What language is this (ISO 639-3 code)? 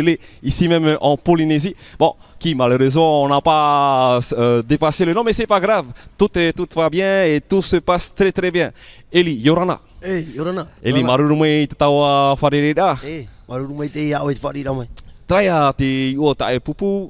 tah